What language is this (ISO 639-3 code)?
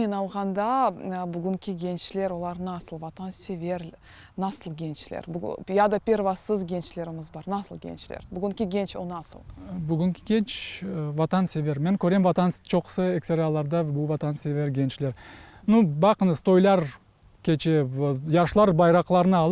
crh